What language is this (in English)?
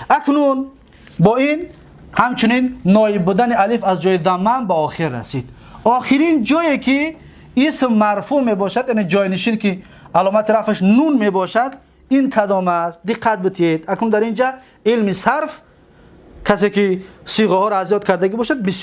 Tajik